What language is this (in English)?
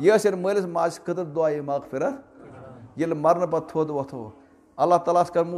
Kashmiri